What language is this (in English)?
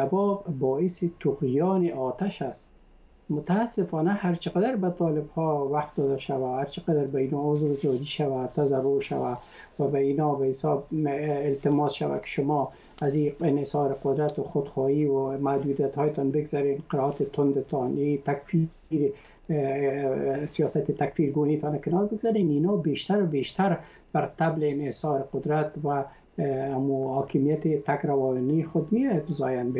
Persian